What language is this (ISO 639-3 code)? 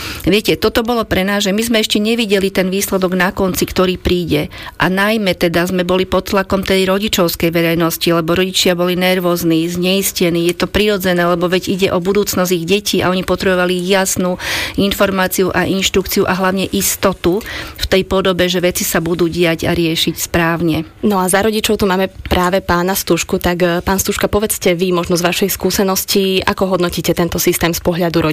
slk